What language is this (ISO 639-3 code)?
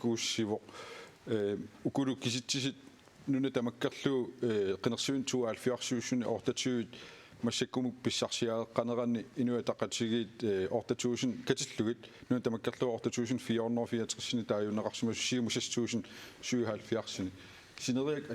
kal